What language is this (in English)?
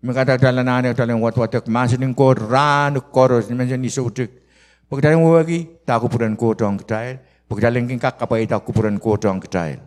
Pohnpeian